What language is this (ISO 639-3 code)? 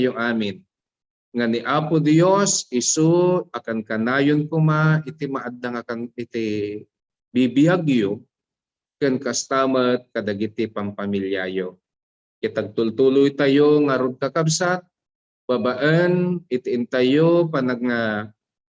ilo